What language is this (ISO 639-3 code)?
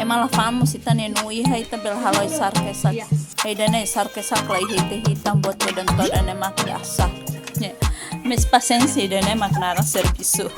tet